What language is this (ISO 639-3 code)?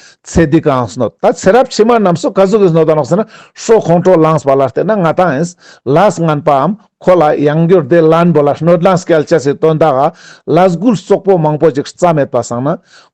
lbj